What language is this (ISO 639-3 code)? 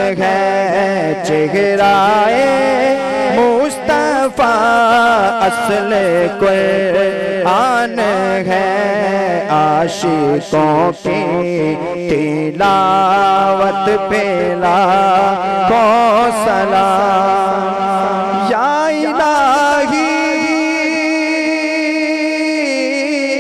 urd